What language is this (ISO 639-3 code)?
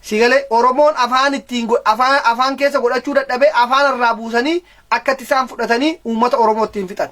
orm